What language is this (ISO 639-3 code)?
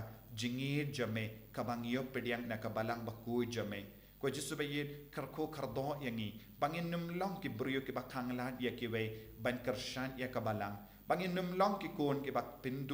kha